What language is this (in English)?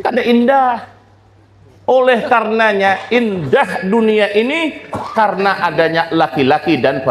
Banjar